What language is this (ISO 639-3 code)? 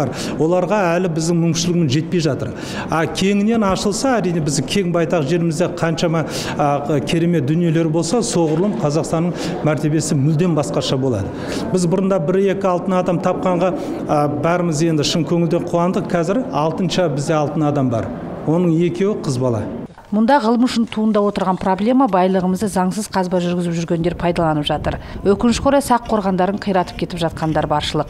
kaz